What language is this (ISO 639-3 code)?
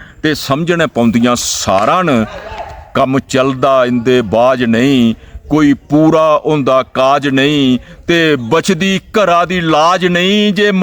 doi